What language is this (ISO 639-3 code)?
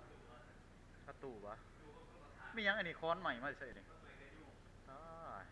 lao